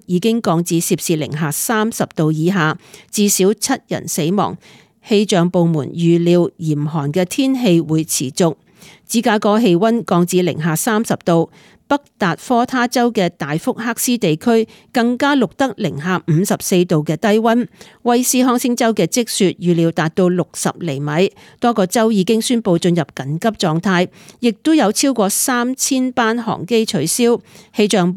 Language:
Cantonese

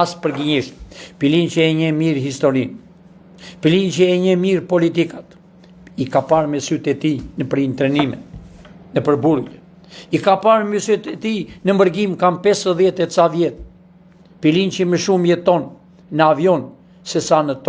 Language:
Albanian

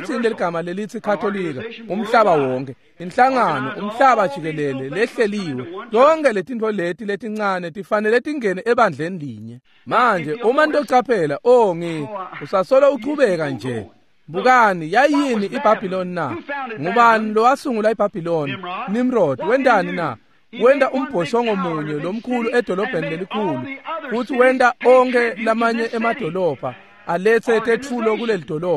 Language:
Swati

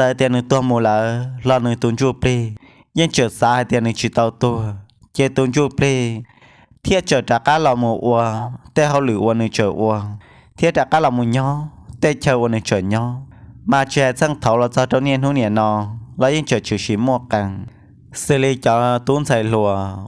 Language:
Hmong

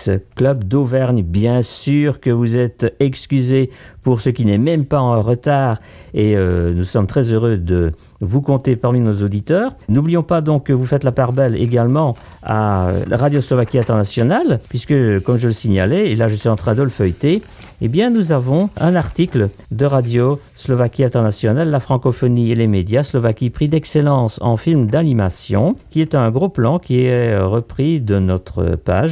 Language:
French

